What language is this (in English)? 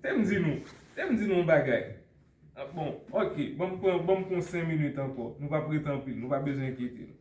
Haitian Creole